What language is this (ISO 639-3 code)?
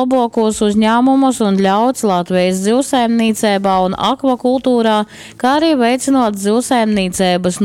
ltg